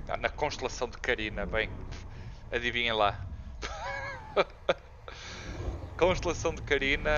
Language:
Portuguese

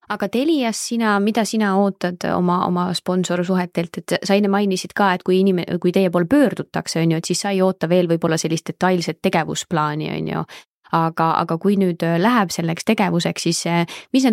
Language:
Estonian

